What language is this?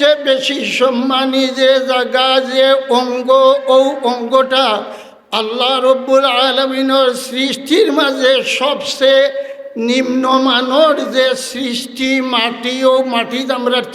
Sylheti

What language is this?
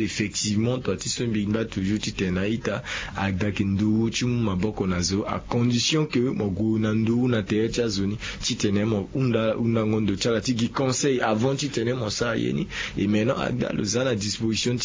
Sango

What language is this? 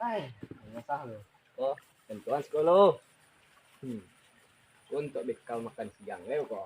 Minangkabau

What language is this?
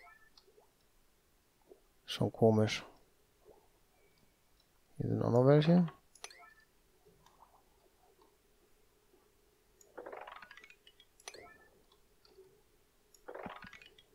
German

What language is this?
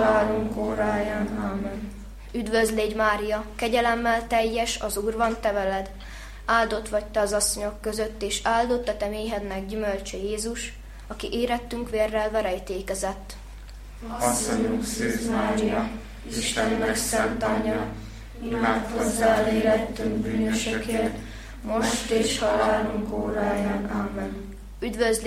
Hungarian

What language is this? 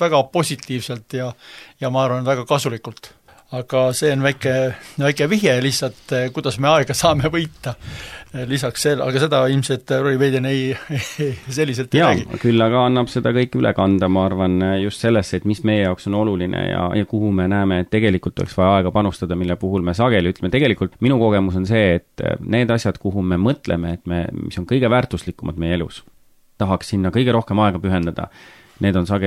Estonian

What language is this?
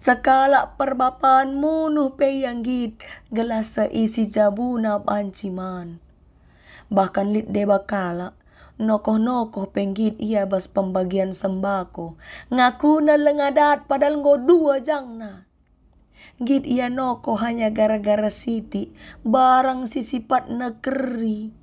Batak Karo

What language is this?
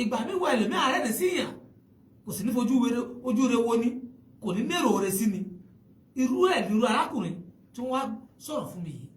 Yoruba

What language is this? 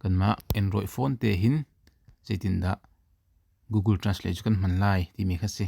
Hakha Chin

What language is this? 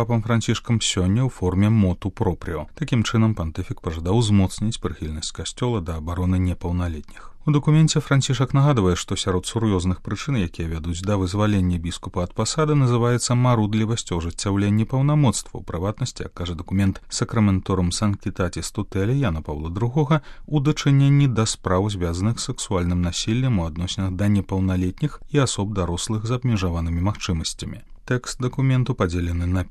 Belarusian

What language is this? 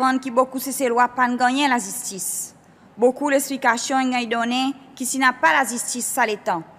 Seselwa Creole French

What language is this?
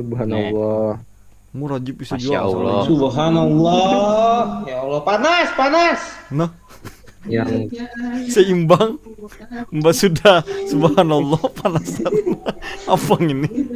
Banjar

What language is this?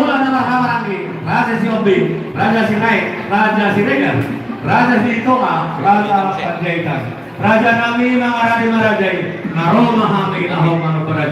Batak Toba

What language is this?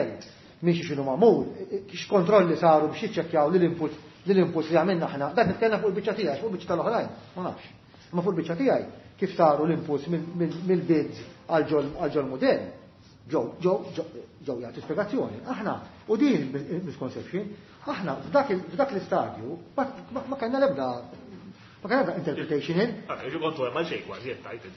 Maltese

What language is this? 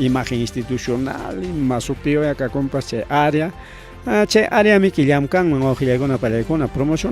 Ayacucho Quechua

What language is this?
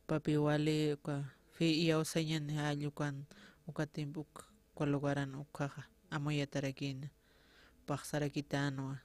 Aymara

